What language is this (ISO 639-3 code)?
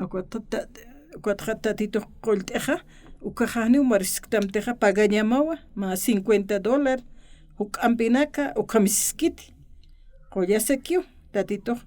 aym